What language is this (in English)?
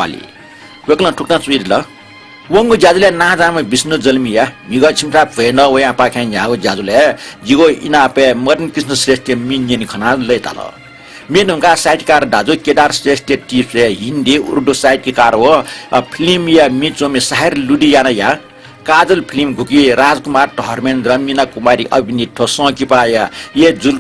Newari